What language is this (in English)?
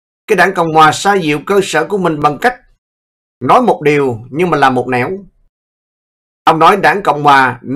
Vietnamese